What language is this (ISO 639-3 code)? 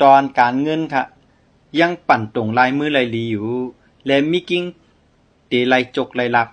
shn